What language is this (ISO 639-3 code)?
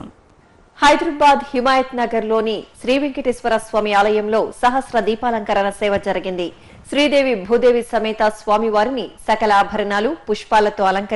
tel